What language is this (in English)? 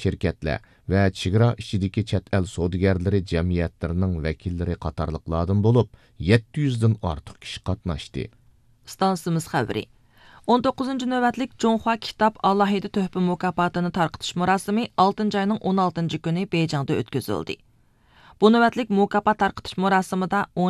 Uyghur